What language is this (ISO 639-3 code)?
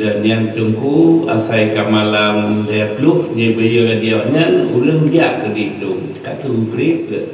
ace